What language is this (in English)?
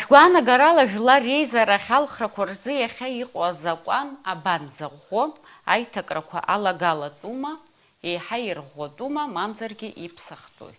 Abkhazian